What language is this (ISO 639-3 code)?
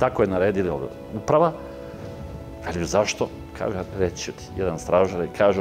srp